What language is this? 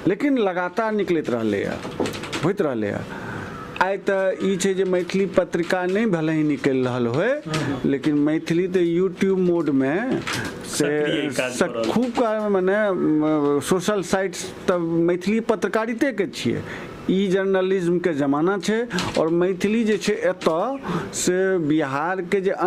Maithili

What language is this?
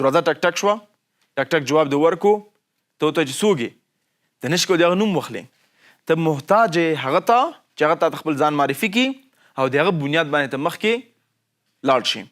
Pashto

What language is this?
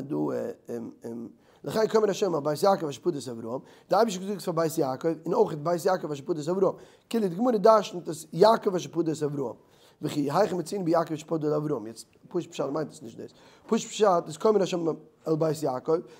Yiddish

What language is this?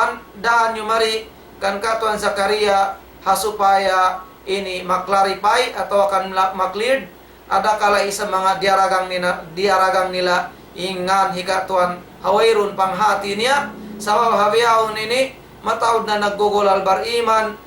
Tausug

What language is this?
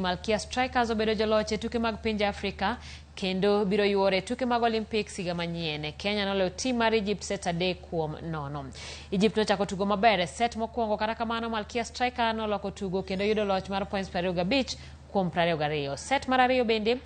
Luo (Kenya and Tanzania)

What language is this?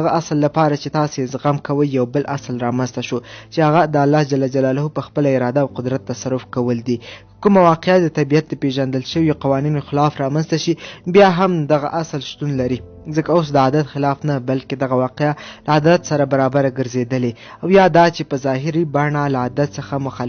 Pashto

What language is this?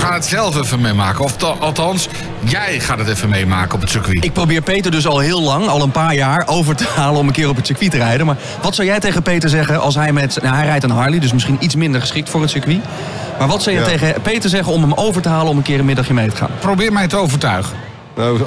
Dutch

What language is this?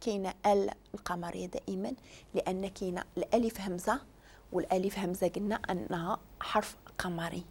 Moroccan Arabic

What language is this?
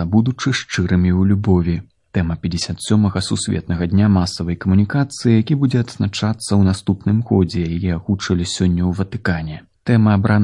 Belarusian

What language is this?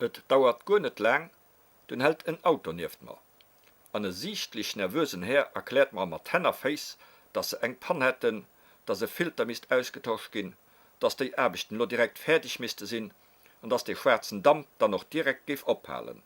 Luxembourgish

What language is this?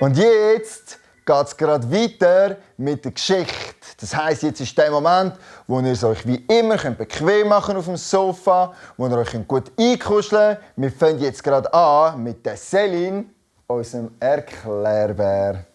Swiss German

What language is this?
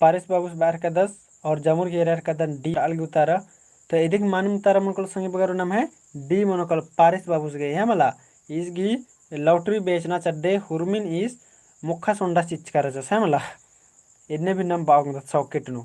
Kurukh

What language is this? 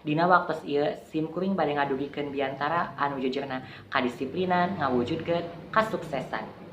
Sundanese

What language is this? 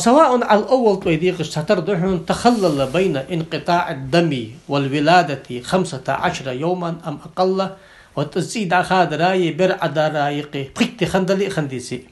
Ingush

